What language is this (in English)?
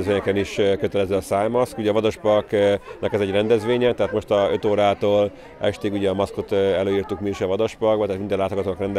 Hungarian